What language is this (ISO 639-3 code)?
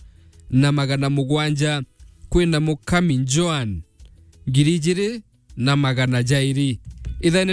mer